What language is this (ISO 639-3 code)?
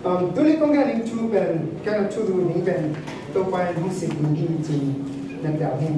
ctd